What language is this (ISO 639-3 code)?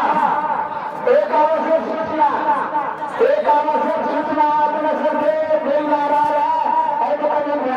mai